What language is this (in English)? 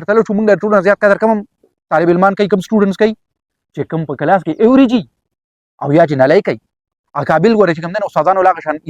Pashto